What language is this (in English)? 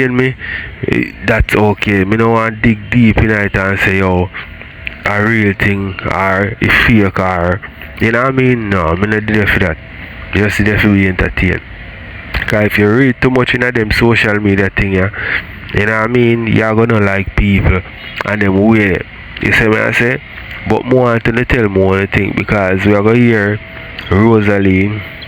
Jamaican Creole English